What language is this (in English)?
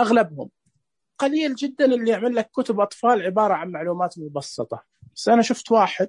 Najdi Arabic